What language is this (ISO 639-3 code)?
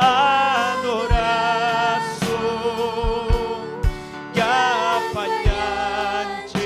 quy